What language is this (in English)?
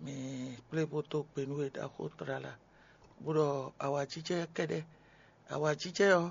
Fon